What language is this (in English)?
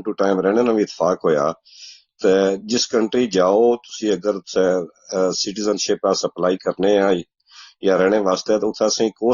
Gujari